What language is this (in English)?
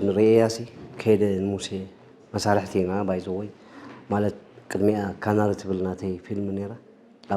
Tigrinya